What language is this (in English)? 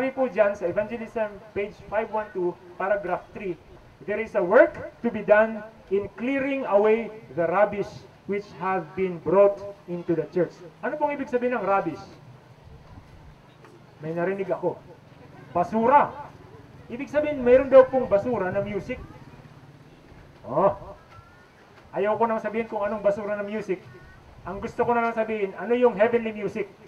Filipino